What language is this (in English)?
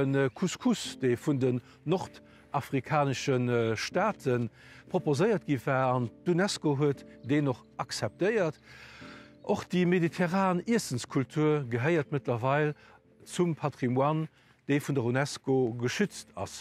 Luxembourgish